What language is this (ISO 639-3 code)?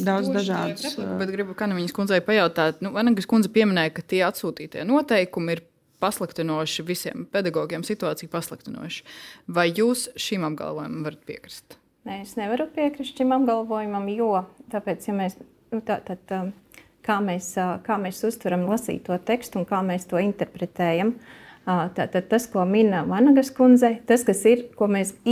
lav